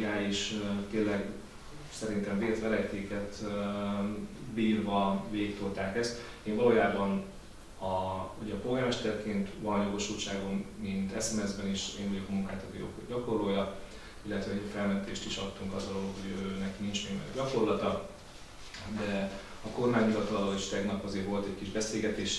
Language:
Hungarian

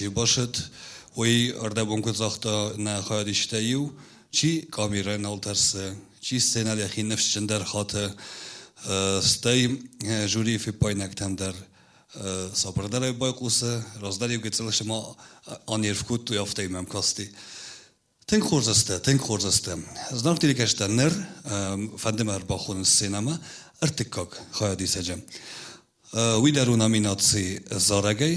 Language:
Ossetic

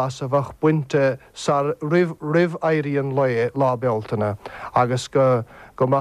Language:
Irish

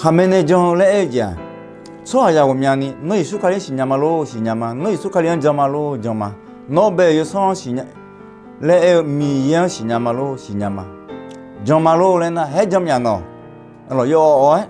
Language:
Akha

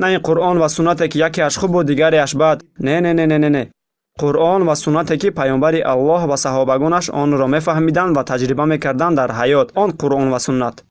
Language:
Tajik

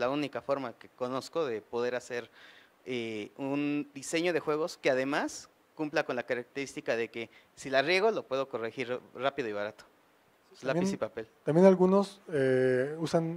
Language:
Spanish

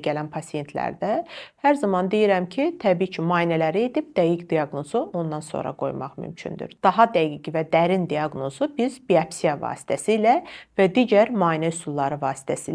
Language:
Azerbaijani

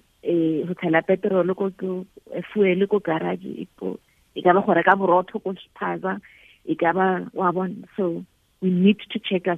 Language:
Tswana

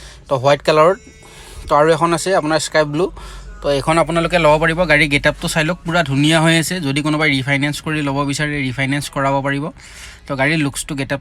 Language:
Assamese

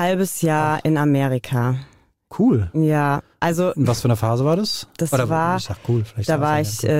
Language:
German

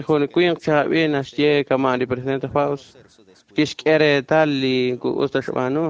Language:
Kekchí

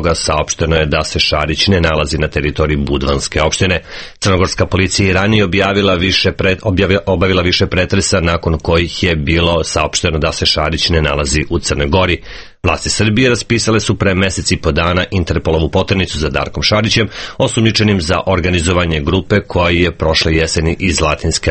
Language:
Serbian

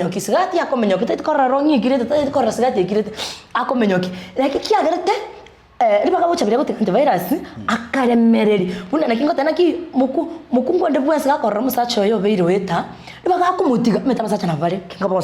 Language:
Gusii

